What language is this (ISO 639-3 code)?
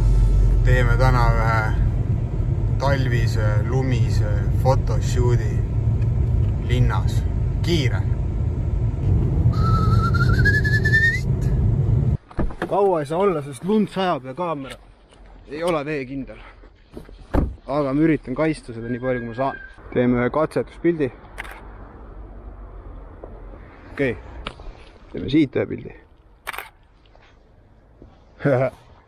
est